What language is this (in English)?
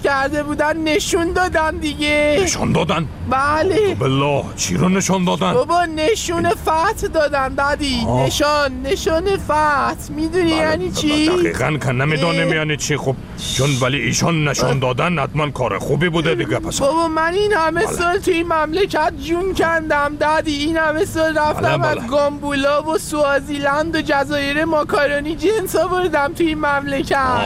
Persian